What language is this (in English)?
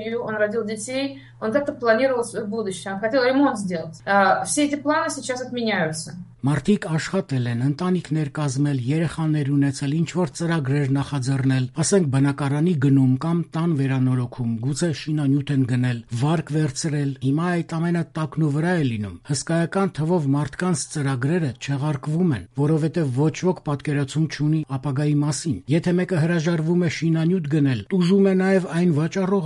Armenian